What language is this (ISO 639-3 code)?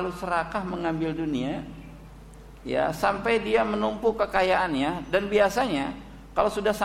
ind